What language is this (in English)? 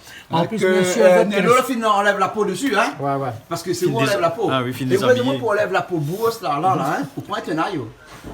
Réunion Creole French